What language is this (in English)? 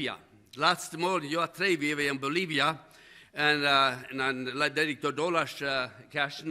Plautdietsch